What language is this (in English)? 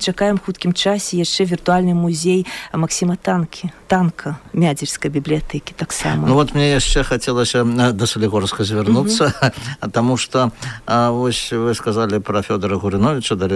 Belarusian